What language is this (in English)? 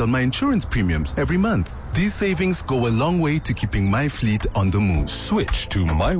English